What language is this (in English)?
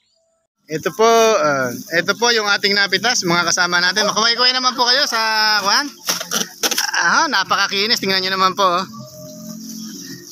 Filipino